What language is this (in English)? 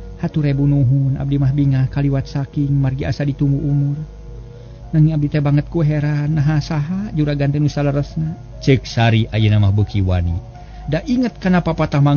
Sundanese